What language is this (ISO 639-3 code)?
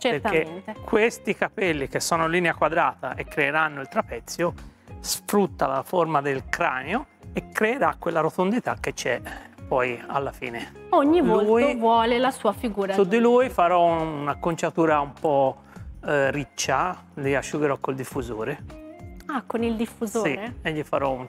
ita